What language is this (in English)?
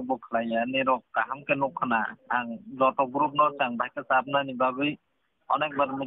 Kok Borok